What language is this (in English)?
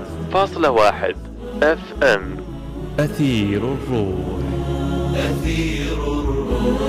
Arabic